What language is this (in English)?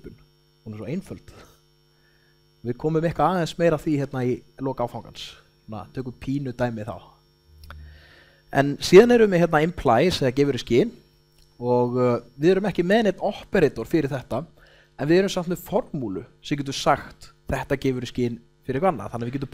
Icelandic